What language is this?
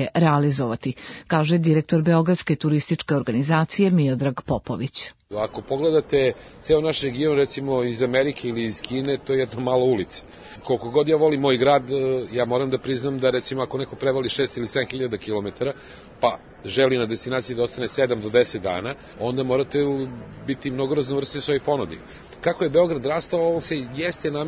Serbian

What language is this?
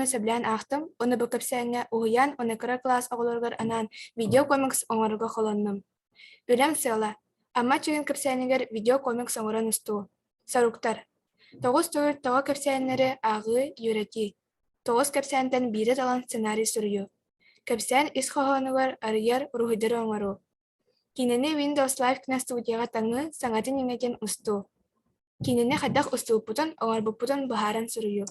Yakut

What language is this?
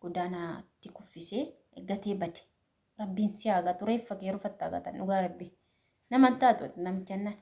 Oromo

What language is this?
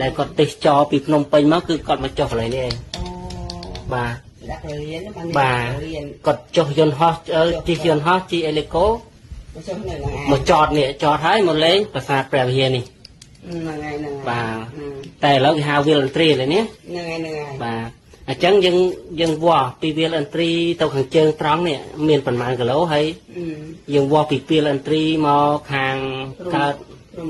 Khmer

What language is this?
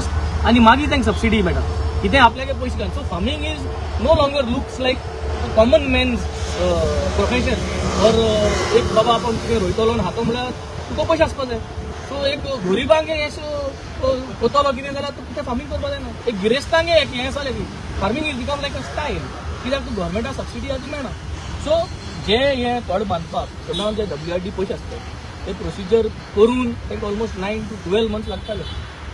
Konkani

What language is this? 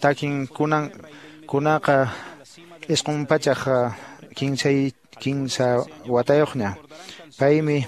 Quechua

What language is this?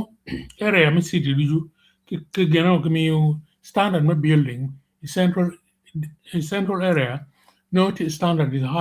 Acoli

